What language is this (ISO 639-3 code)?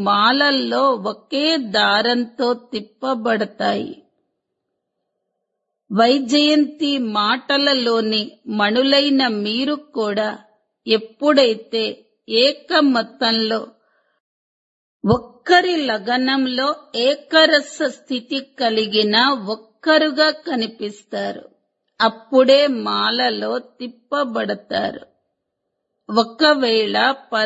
tel